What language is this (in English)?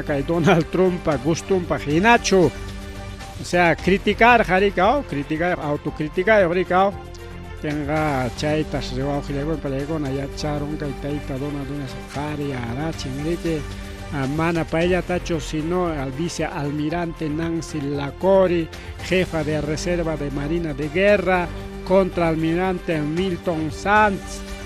Ayacucho Quechua